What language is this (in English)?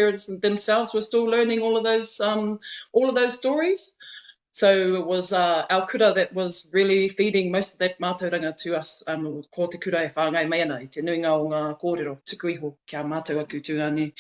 Māori